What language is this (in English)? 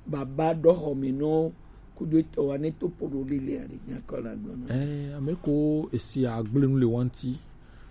Gen